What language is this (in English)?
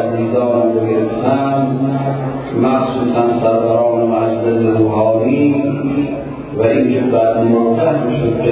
Persian